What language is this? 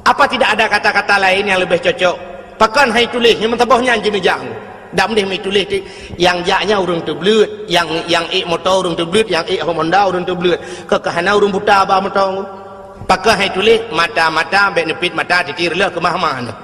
Achinese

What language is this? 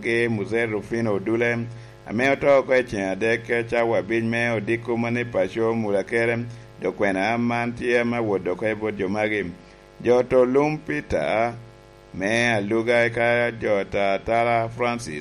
Lango (Uganda)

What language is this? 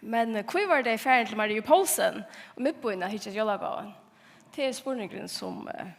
Faroese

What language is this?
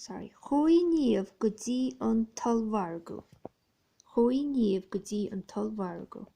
Irish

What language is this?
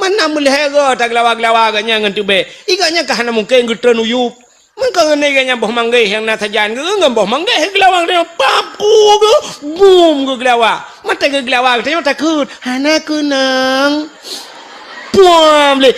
Achinese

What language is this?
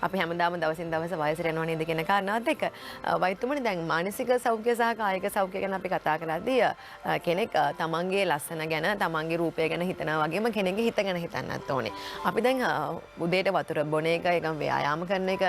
Sinhala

